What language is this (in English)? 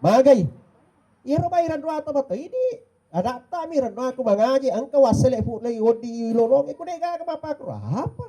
Buginese